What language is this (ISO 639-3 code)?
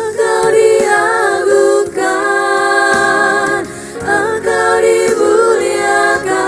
abs